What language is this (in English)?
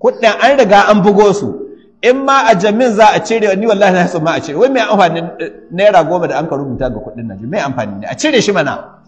Hausa